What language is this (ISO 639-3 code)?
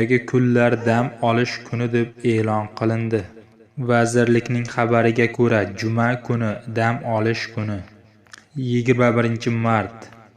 uzb